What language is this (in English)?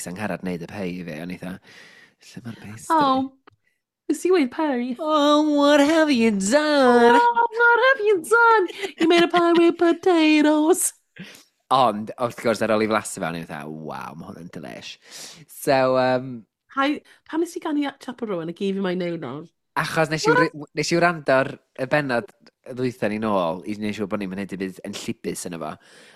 Welsh